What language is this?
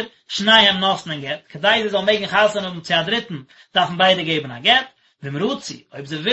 Yiddish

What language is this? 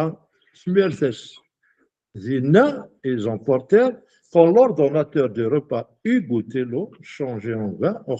Kabyle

